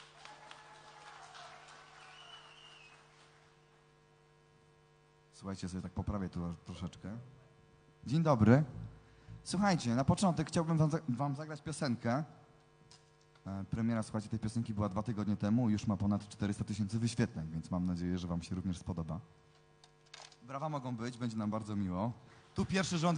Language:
Polish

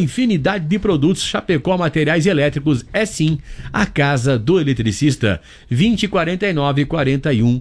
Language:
Portuguese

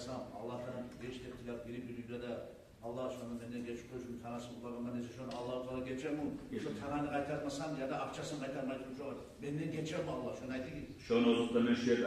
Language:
Kumyk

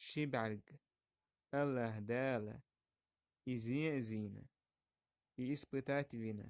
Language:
Chechen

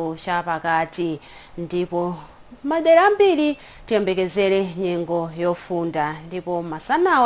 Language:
Nyanja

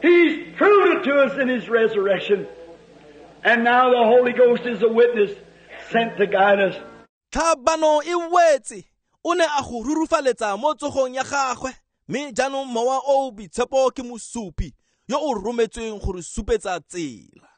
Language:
Tswana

